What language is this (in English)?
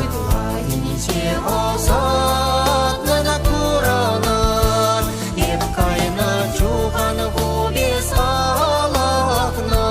Chuvash